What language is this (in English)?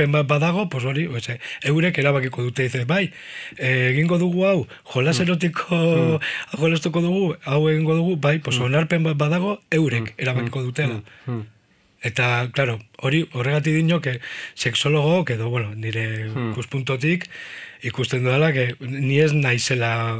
Basque